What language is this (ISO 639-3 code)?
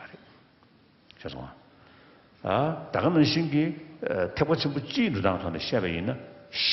bod